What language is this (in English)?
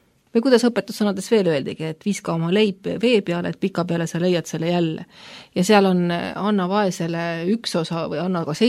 Estonian